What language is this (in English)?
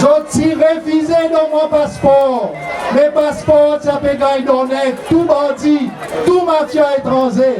Seselwa Creole French